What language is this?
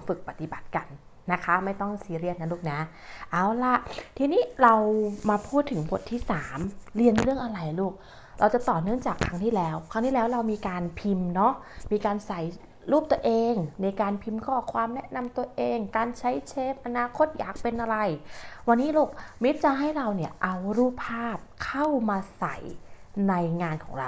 Thai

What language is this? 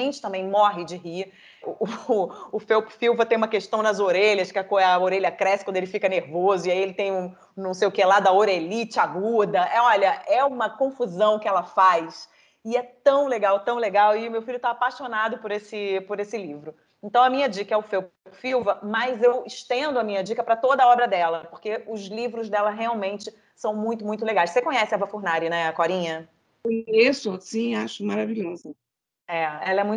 Portuguese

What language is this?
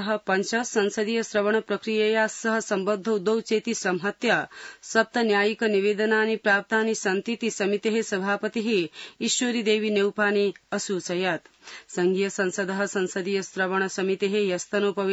Sanskrit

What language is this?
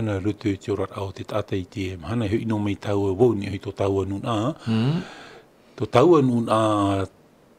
Tahitian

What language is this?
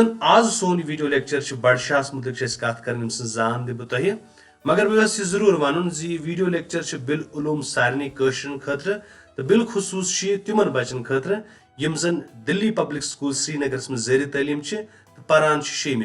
Kashmiri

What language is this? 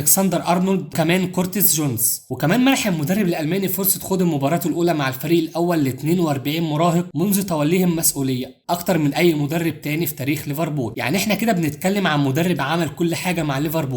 Egyptian Arabic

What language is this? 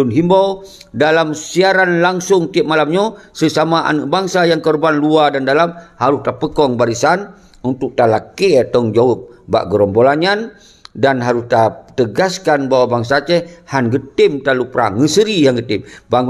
Achinese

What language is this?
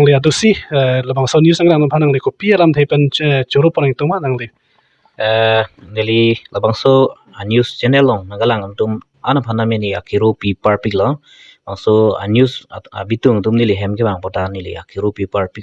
Karbi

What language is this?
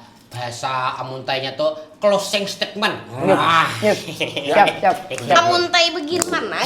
Banjar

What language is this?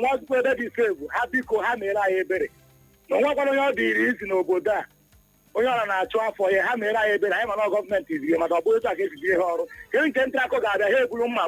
Igbo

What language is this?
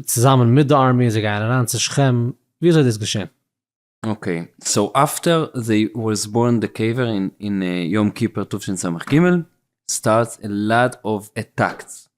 Yiddish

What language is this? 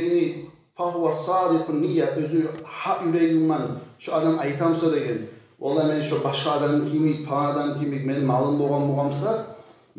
Kumyk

